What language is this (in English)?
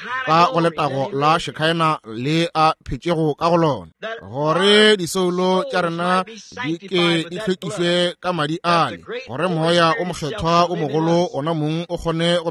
Northern Sotho